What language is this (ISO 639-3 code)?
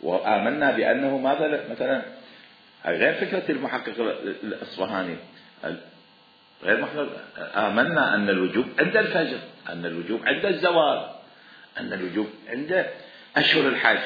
acm